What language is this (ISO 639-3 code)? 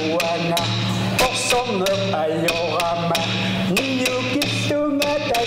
kal